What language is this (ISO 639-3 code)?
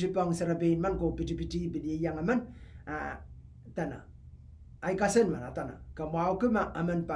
pon